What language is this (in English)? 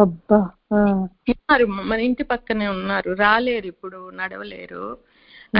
Telugu